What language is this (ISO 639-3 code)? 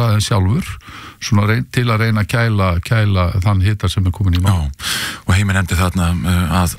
isl